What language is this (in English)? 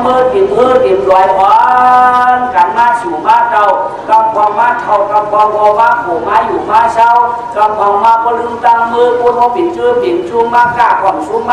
Shan